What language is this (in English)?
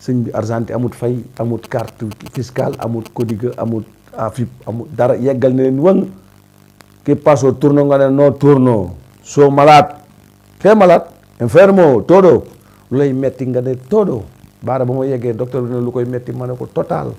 Wolof